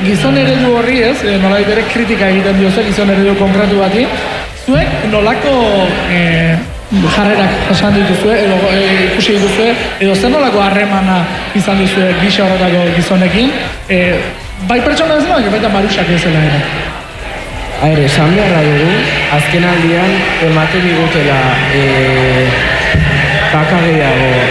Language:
Basque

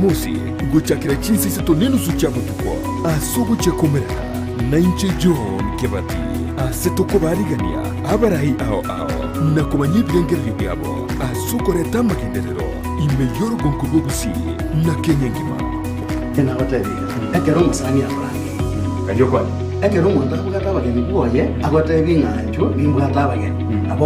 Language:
Gusii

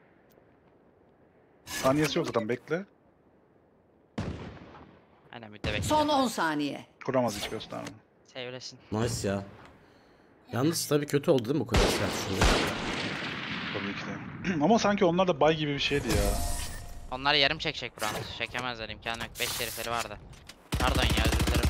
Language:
Turkish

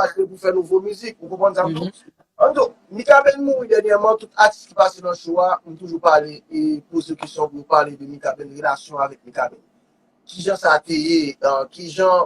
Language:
Haitian Creole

